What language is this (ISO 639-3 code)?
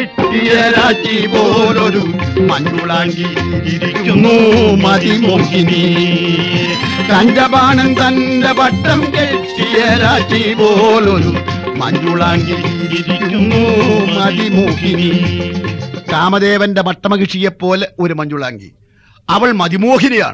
mal